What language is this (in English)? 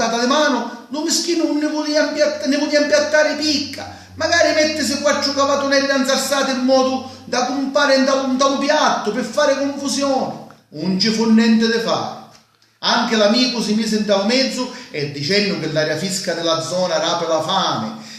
Sicilian